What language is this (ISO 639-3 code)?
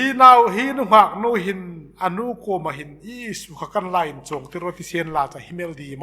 hmr